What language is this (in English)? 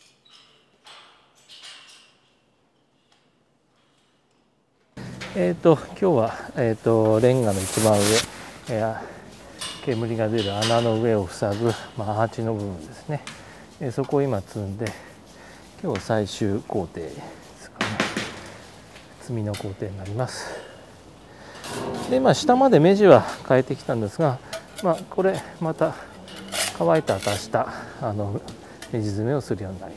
Japanese